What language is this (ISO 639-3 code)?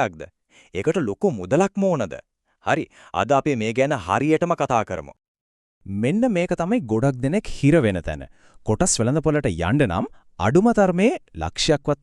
sin